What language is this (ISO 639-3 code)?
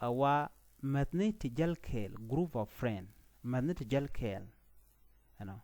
nus